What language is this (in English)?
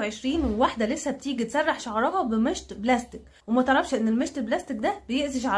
Egyptian Arabic